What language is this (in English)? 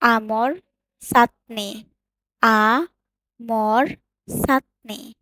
Sylheti